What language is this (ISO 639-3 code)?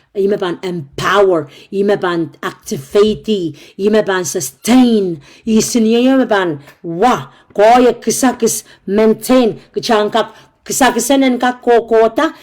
pon